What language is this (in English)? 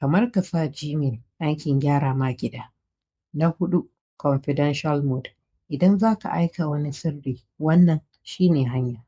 Hausa